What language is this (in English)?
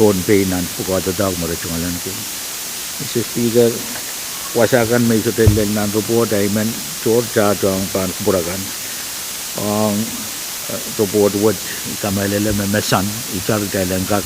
Pohnpeian